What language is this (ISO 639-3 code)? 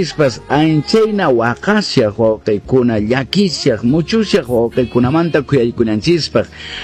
que